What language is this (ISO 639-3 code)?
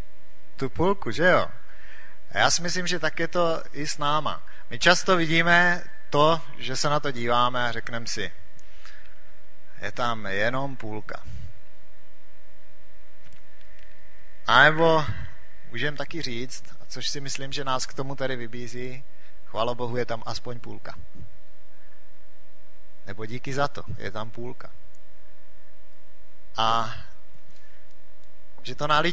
ces